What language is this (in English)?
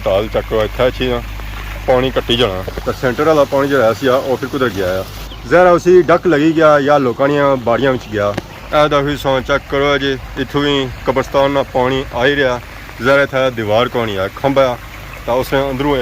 Pahari-Potwari